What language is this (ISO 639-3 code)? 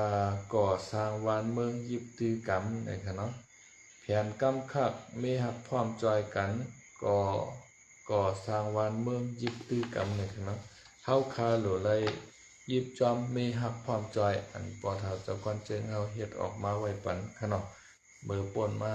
shn